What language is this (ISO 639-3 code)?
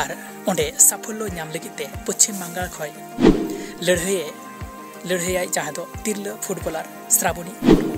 sat